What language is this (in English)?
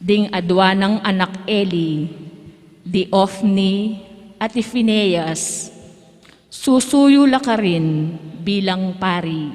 Pampanga